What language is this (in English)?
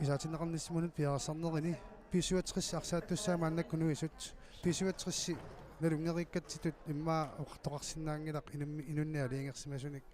Kalaallisut